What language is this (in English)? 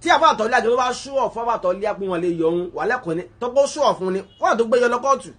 Yoruba